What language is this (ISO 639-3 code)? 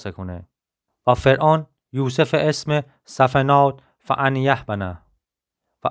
glk